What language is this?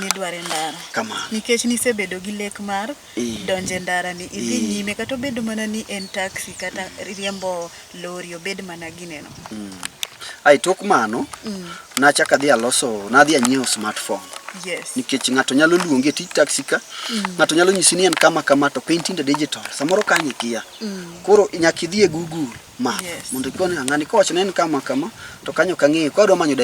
Luo (Kenya and Tanzania)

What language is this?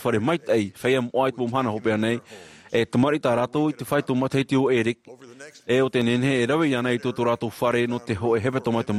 Tahitian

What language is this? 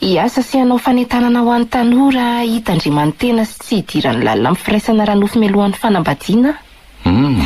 Malagasy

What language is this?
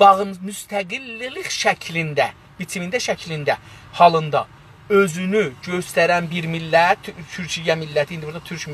South Azerbaijani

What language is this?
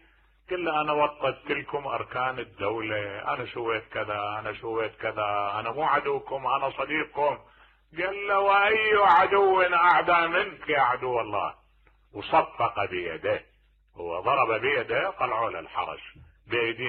Mesopotamian Arabic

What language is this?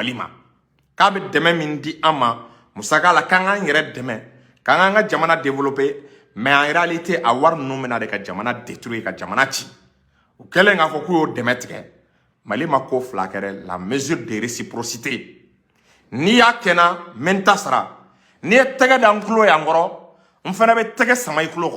Bambara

